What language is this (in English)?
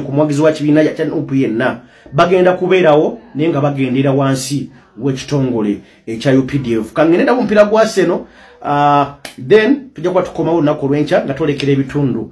Ganda